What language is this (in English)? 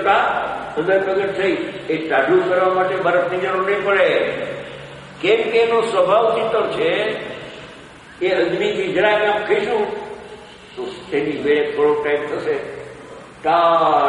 Gujarati